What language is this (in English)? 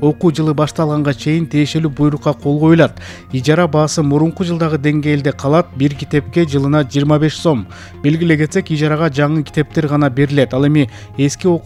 Kyrgyz